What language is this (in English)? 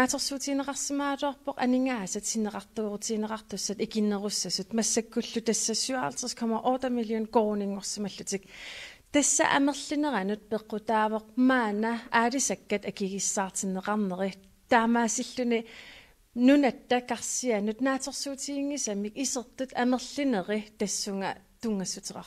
Kalaallisut